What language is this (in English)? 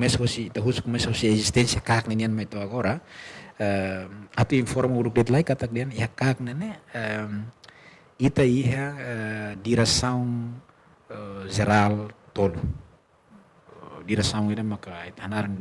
Tetum